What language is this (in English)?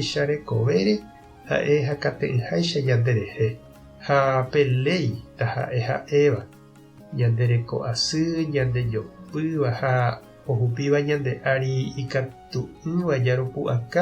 Guarani